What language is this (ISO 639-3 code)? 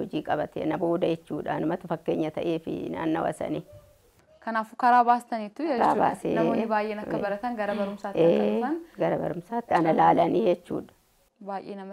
orm